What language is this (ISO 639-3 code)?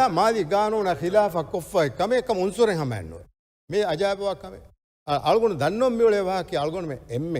div